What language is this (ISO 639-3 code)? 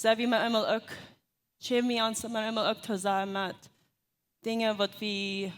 pdt